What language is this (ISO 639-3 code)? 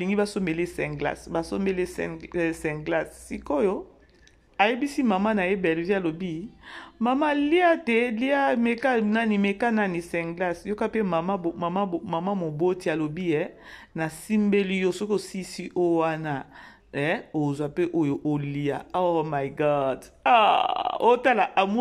lin